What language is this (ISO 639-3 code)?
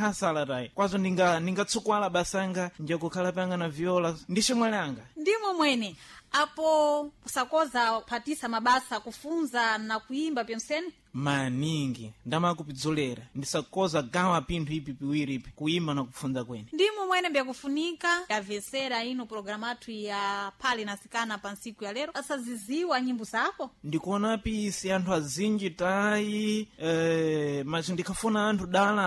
seh